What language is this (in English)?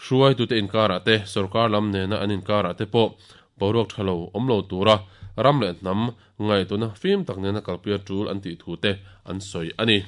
Mizo